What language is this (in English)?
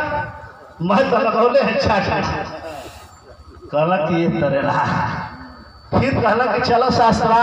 Bhojpuri